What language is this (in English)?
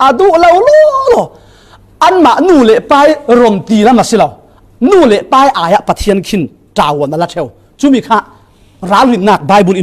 Falam Chin